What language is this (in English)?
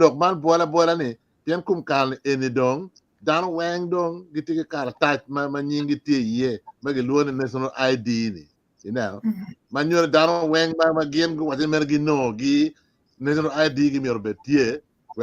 Acoli